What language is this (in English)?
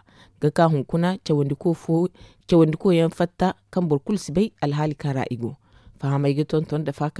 Zarma